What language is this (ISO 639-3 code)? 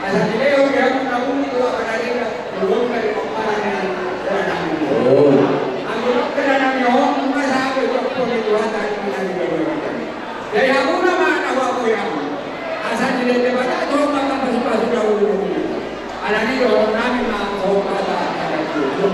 bbc